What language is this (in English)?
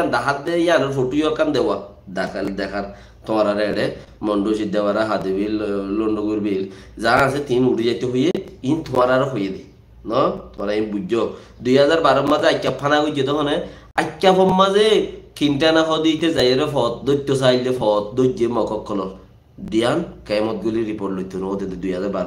Rohingya